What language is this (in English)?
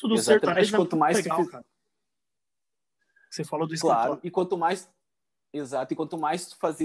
Portuguese